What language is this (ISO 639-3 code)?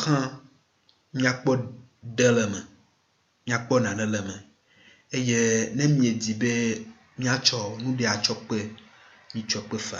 ewe